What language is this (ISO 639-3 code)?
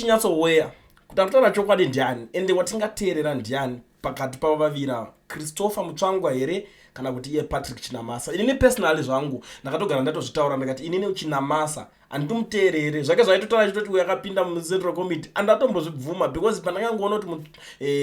sna